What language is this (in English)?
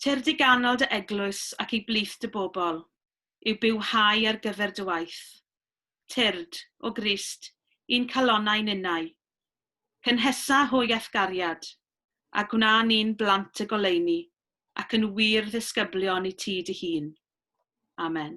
Welsh